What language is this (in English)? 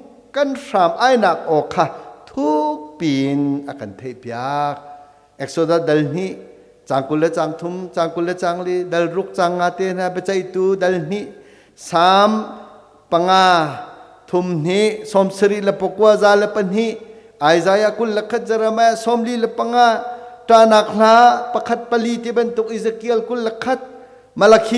Hakha Chin